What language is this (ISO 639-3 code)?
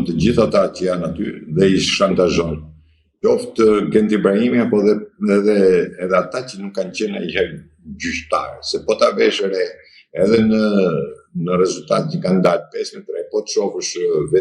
sqi